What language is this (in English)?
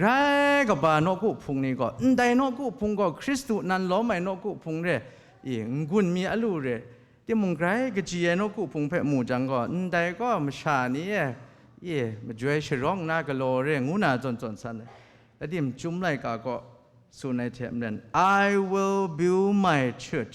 Kachin